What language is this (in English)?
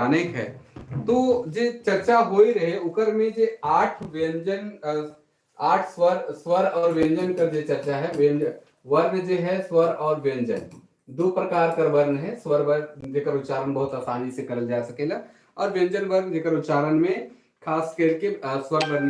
Sadri